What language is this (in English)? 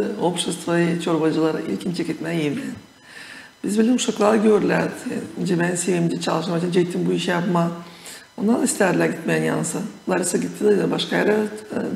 Gagauz